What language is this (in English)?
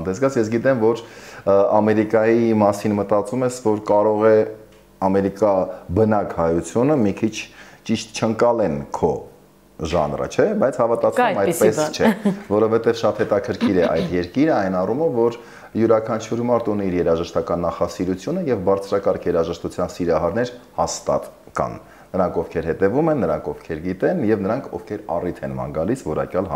Armenian